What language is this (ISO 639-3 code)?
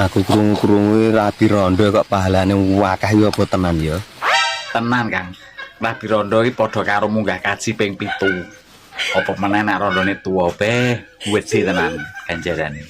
jav